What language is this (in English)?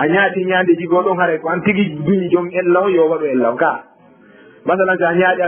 Fula